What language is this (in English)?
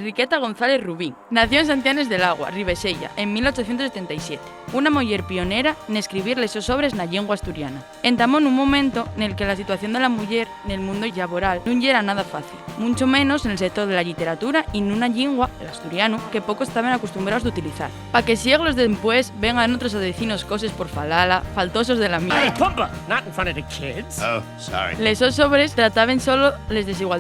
Asturian